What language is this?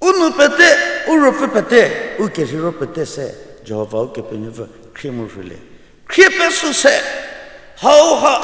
Angami Naga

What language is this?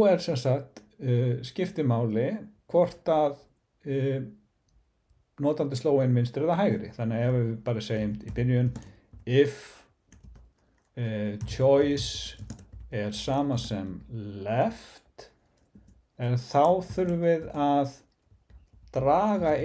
Icelandic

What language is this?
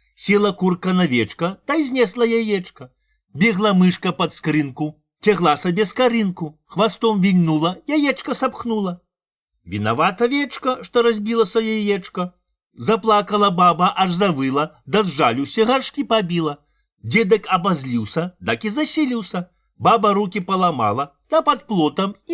Belarusian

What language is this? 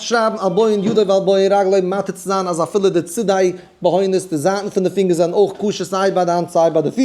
Yiddish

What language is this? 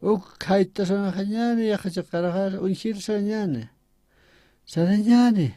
Aymara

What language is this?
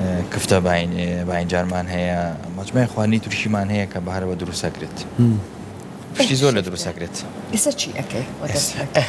Central Kurdish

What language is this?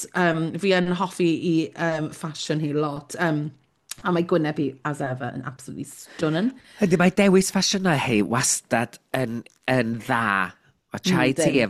Welsh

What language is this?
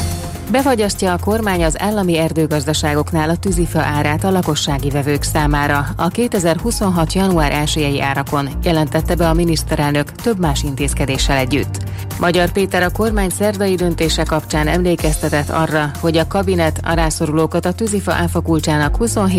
Hungarian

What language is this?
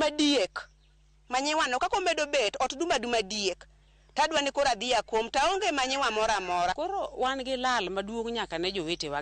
Luo (Kenya and Tanzania)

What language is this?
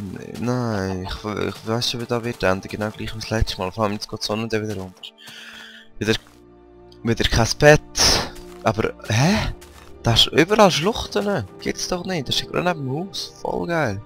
Swiss German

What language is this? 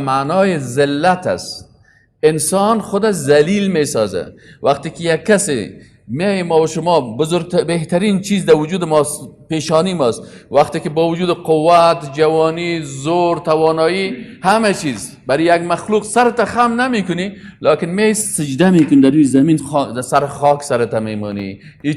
Persian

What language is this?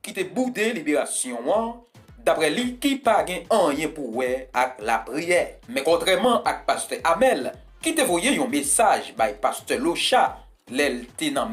Haitian Creole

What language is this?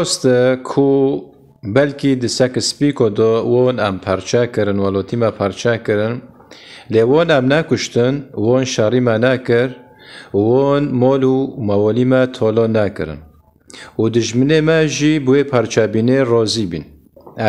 Kurdish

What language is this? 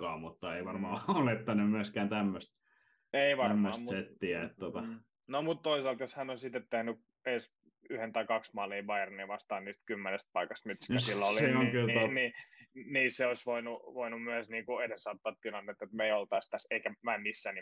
Finnish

